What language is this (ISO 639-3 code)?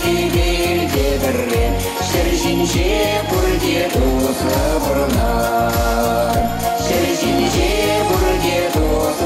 chv